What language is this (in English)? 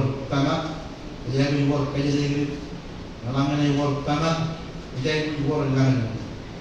Marshallese